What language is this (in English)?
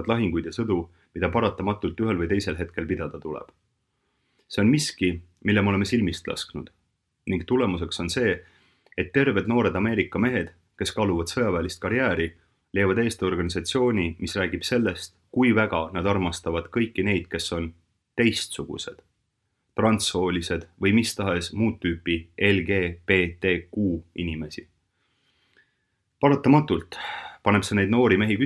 Estonian